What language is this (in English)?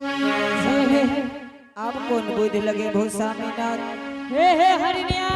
Angika